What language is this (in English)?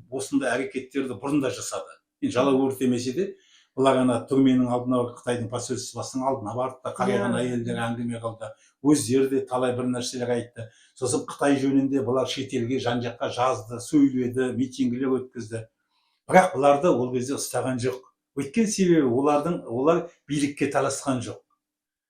Kazakh